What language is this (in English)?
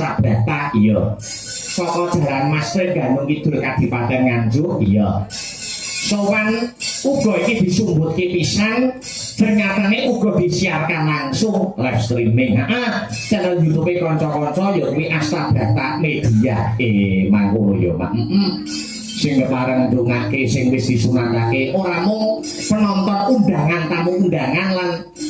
Javanese